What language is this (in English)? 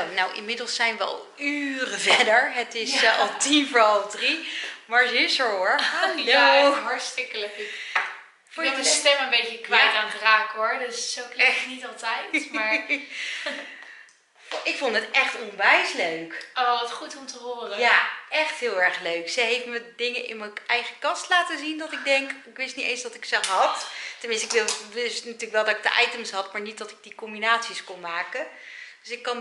Dutch